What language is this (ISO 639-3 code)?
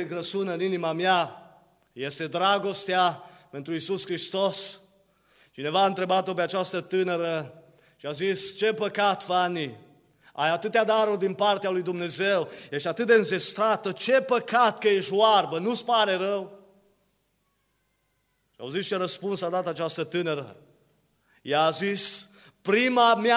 ron